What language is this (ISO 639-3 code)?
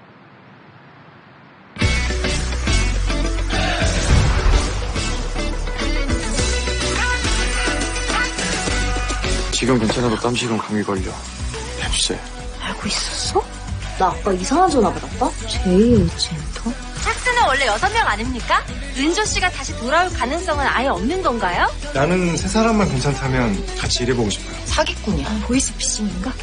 kor